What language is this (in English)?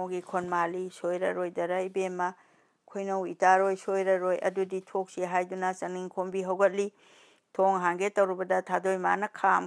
Manipuri